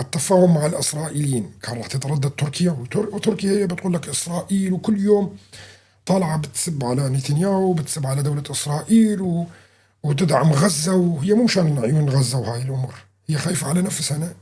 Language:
North Levantine Arabic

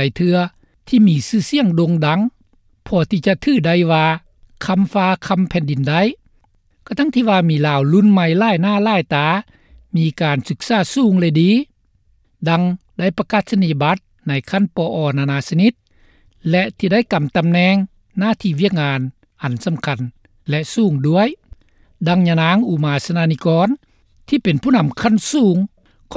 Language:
Lao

